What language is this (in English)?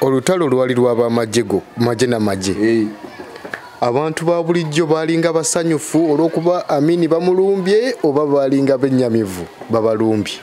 Ganda